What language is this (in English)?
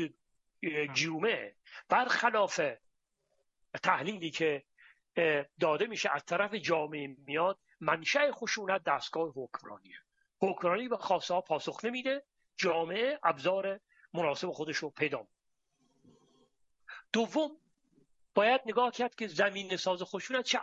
Persian